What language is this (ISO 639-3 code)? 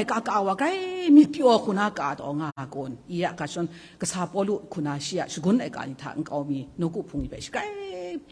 kac